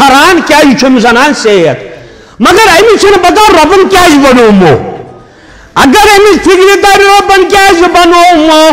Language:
Kashmiri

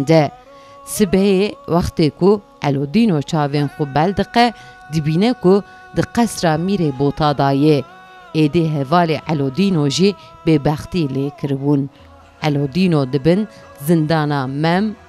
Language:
Kurdish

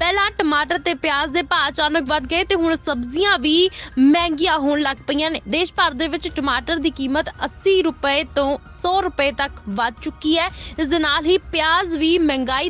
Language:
Punjabi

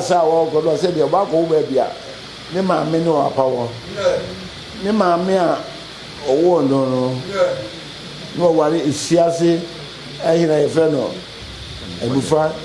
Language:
Akan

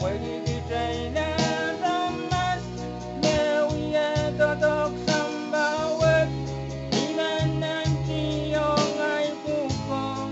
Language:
Pohnpeian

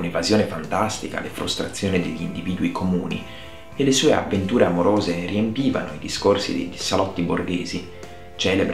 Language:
Italian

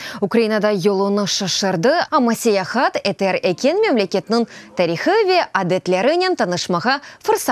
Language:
Crimean Tatar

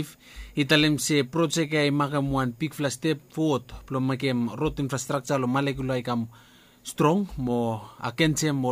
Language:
Bislama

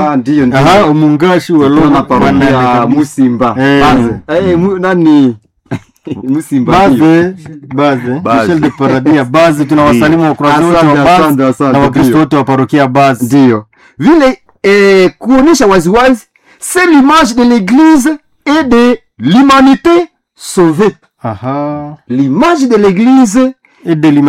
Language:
Swahili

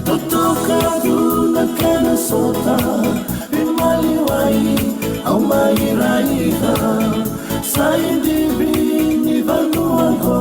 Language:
Fijian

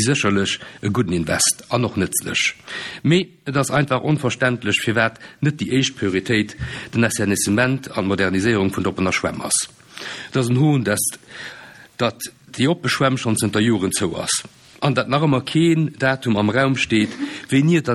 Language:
Luxembourgish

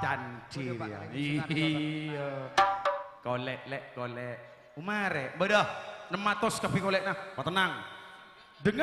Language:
Madurese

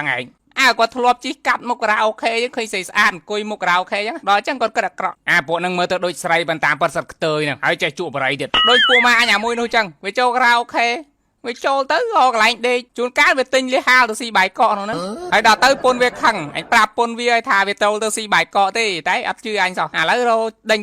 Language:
Khmer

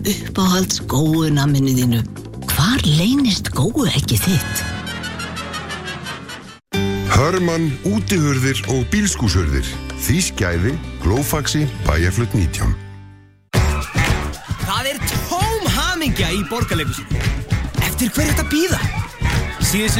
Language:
Icelandic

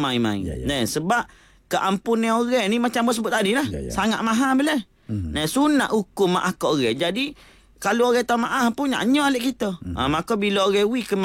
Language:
Malay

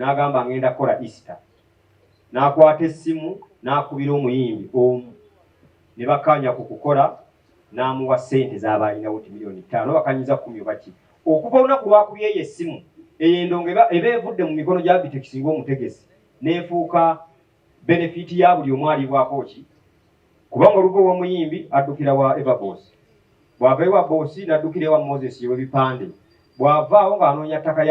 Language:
Ganda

